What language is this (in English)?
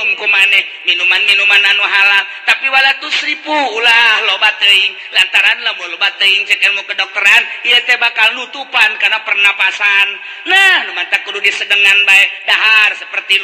Sundanese